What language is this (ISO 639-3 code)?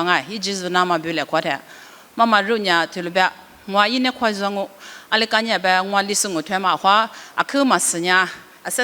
lis